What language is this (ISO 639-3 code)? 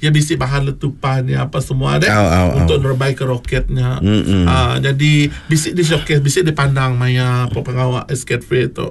iba